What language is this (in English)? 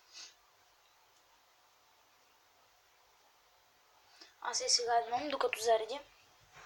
Bulgarian